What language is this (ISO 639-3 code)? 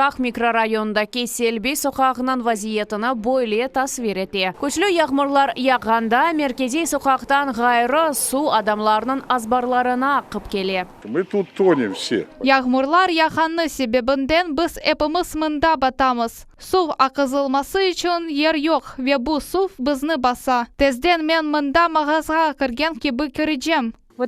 crh